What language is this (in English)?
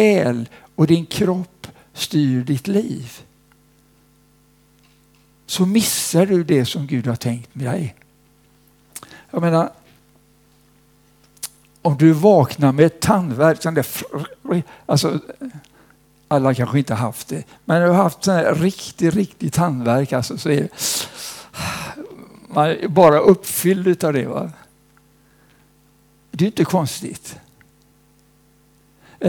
Swedish